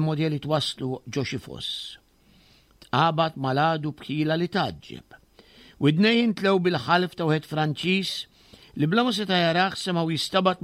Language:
Maltese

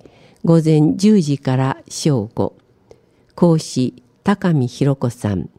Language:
Japanese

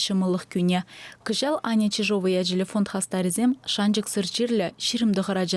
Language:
Chuvash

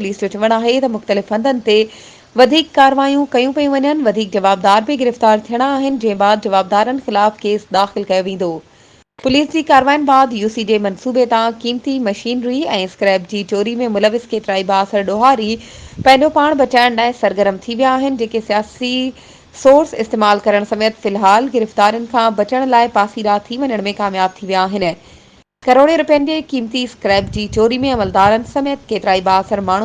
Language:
Sindhi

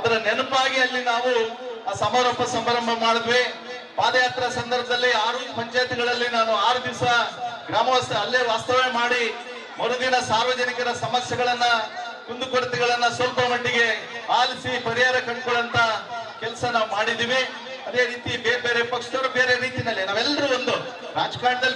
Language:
Kannada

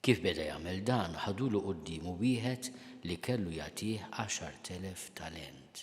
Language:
Maltese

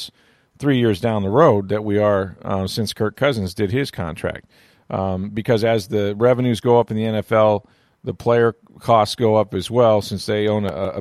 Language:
English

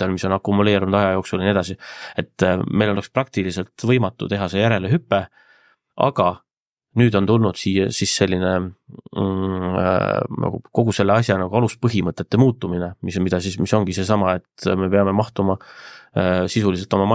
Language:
Estonian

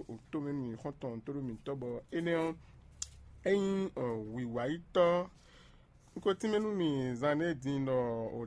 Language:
Fon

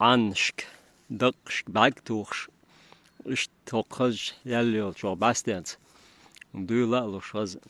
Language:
Chechen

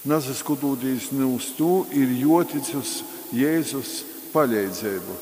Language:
Latgalian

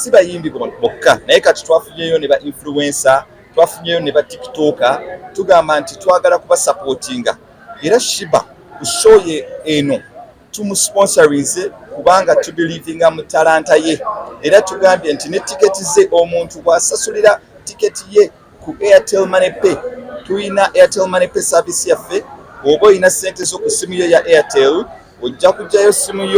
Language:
Ganda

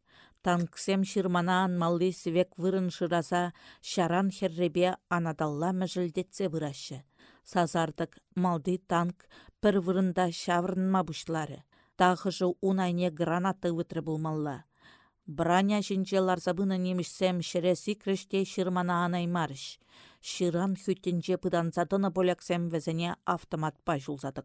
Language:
Chuvash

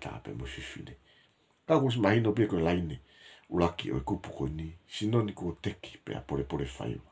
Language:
Tongan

